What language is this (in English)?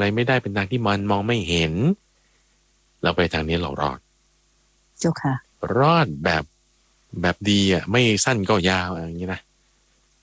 Thai